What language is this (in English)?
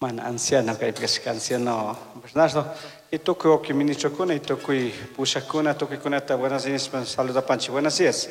Chimborazo Highland Quichua